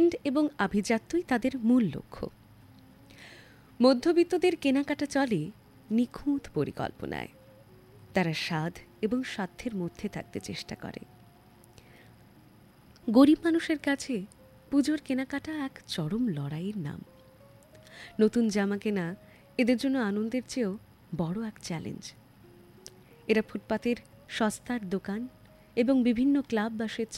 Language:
Bangla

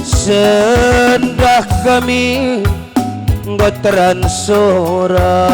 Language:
Batak Karo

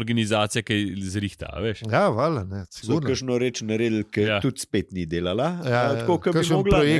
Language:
Slovenian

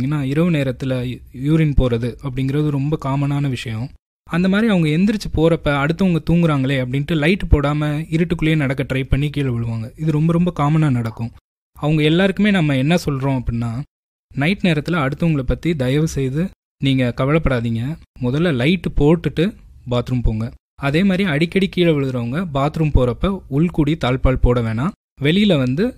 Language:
Tamil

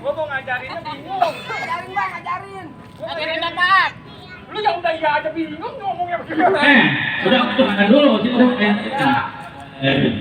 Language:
Betawi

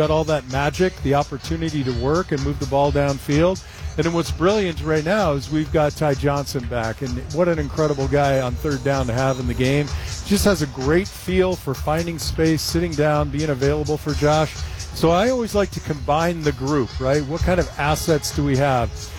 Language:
English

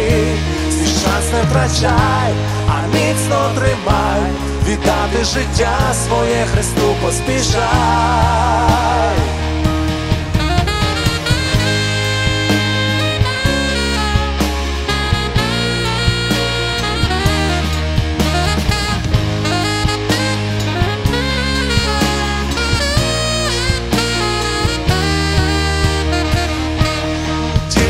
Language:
Ukrainian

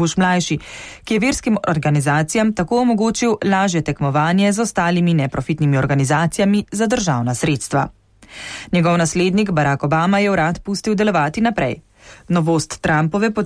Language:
Slovenian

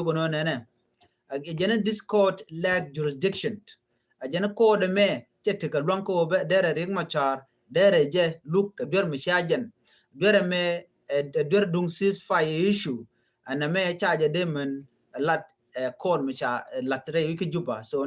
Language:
Nuer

